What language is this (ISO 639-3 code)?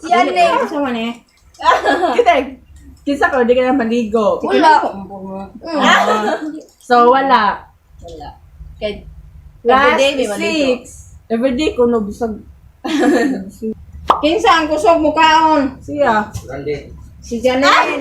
ceb